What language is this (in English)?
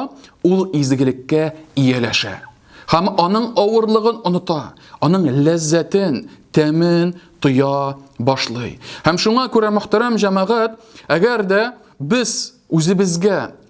Tatar